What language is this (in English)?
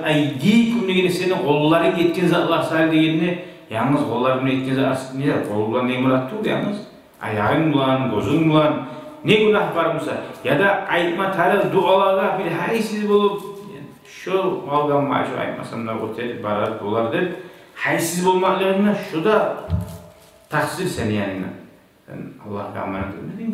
Kumyk